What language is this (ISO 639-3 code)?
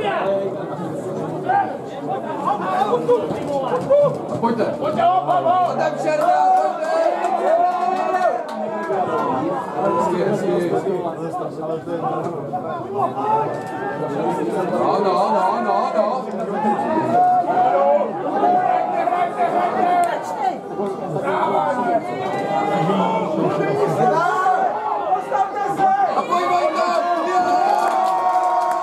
ces